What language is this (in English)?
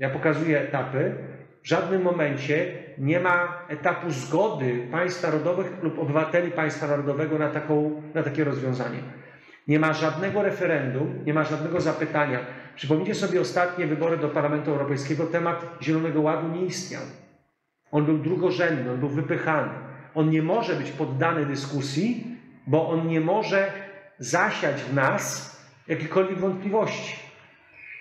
Polish